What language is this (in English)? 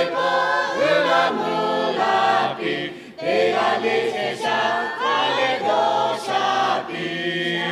Lahu